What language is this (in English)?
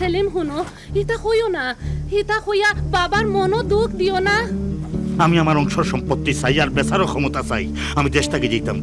Sylheti